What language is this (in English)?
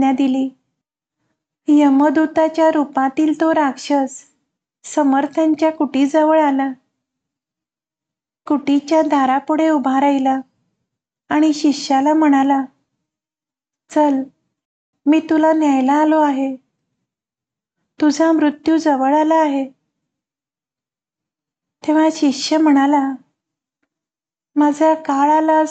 Marathi